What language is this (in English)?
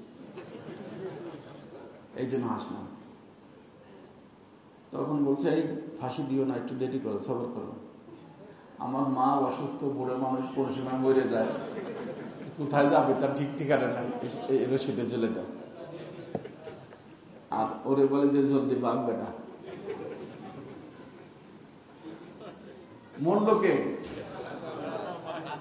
Bangla